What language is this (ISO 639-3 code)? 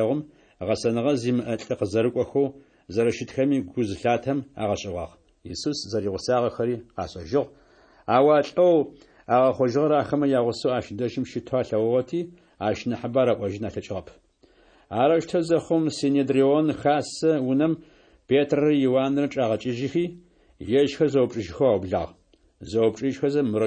ady